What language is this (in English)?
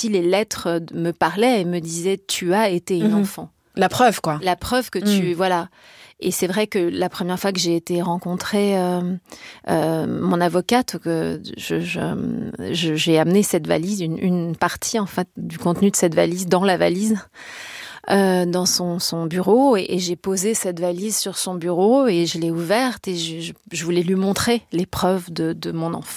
French